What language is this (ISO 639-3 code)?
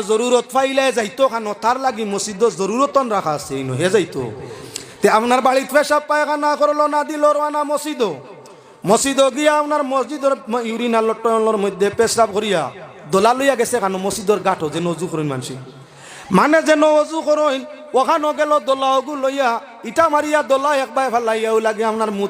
syl